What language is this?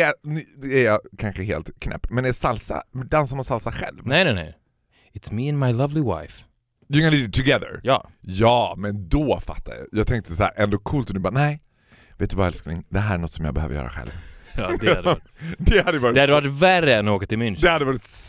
Swedish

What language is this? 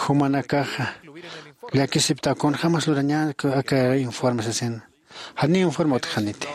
Aymara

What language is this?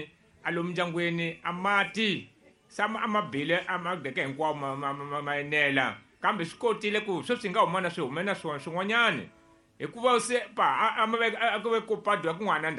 Tsonga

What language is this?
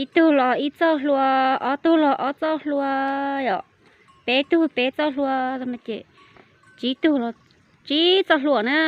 Hmong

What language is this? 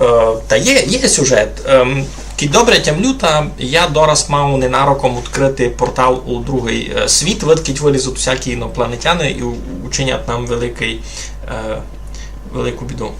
Rusyn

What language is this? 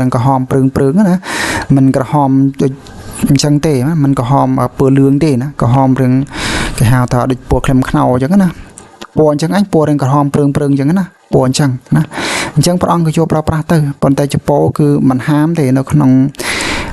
Khmer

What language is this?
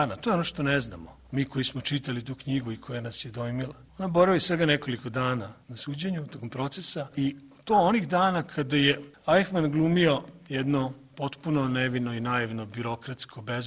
Serbian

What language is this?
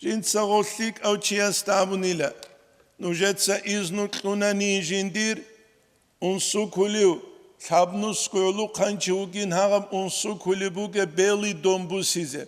Avaric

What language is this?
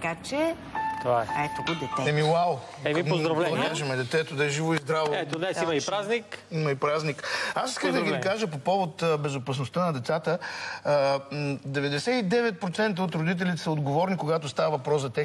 Bulgarian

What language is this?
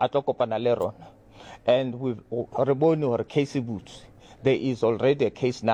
Southern Sotho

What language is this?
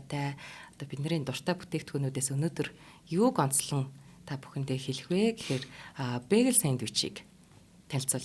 Mongolian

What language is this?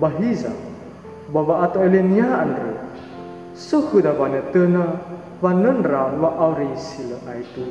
Nias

